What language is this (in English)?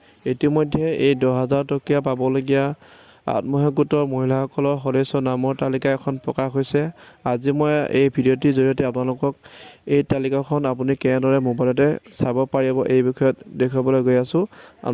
Assamese